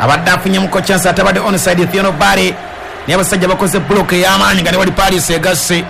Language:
Ganda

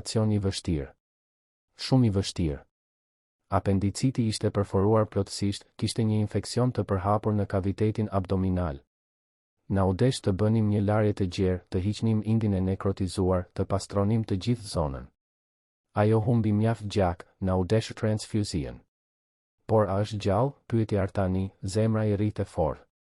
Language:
Albanian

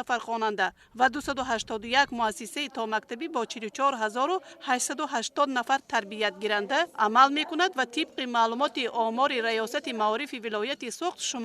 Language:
Tajik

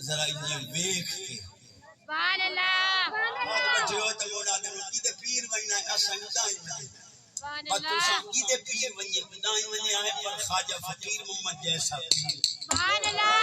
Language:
Saraiki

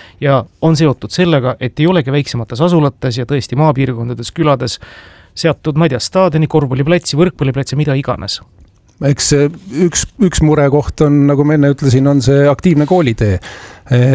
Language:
Estonian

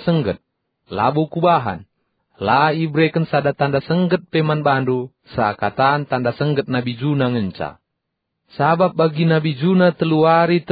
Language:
Batak Karo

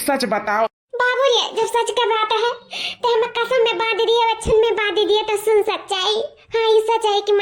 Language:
Awadhi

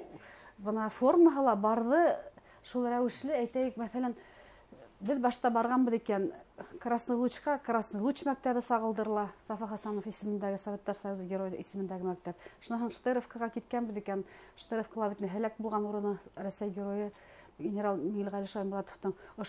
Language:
Bashkir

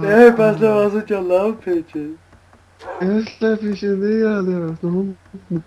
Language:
Faroese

